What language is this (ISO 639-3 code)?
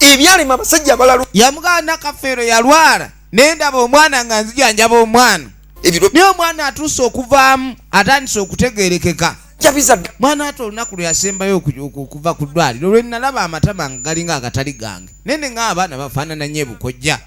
lug